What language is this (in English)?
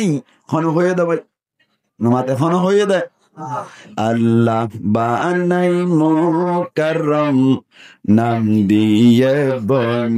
Rohingya